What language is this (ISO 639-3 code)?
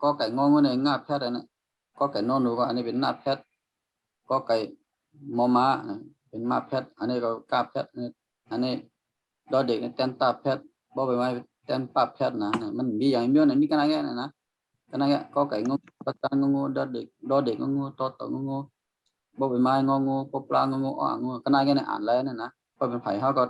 shn